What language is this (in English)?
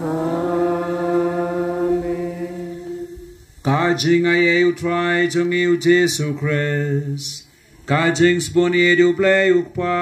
Khasi